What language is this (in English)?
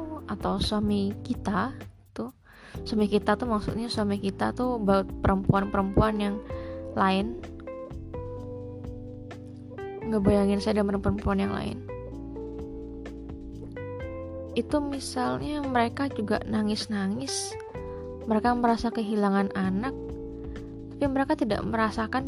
Indonesian